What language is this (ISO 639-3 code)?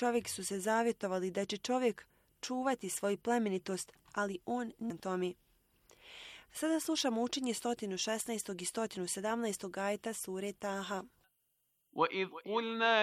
bos